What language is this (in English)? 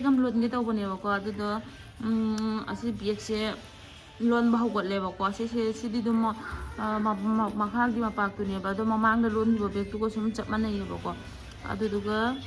Manipuri